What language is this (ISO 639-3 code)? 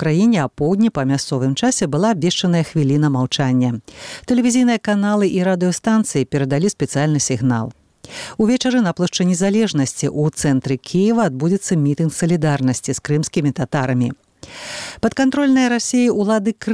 bel